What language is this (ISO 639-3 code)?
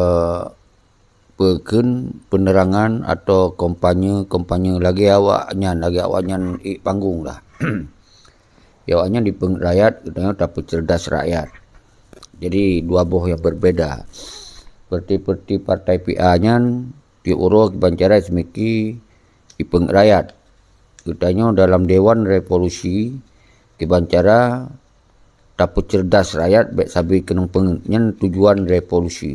ace